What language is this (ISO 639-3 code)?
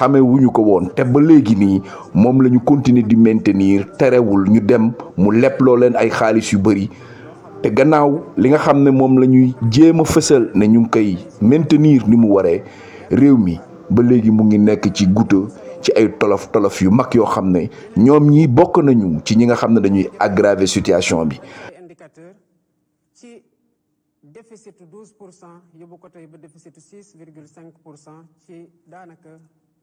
wol